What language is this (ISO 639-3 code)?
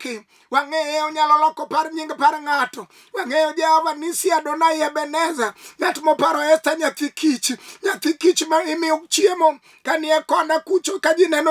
luo